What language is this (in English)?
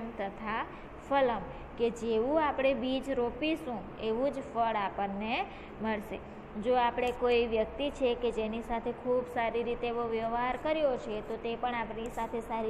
Gujarati